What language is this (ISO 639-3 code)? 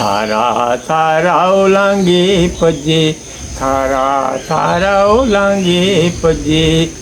doi